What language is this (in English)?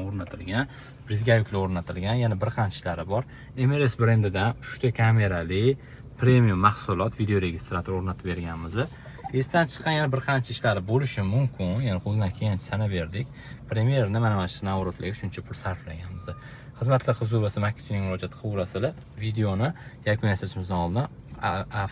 Uzbek